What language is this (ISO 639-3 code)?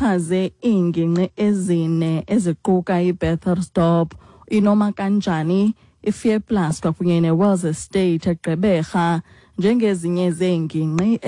xho